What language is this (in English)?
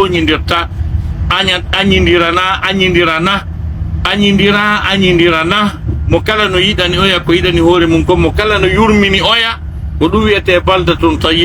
Pular